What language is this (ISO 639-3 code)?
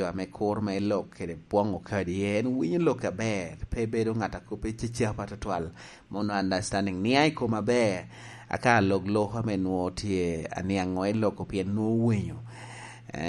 laj